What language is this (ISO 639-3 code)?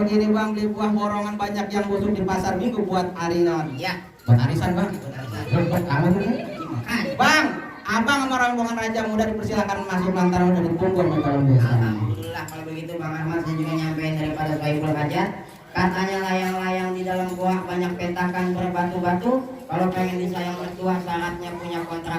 bew